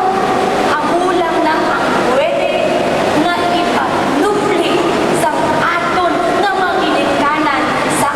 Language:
Hiligaynon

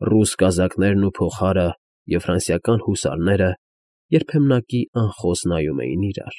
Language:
Armenian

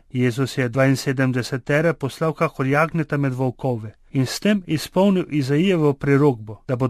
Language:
Slovenian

